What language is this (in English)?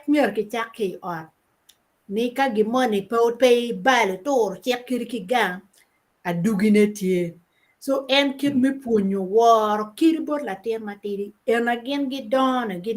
Acoli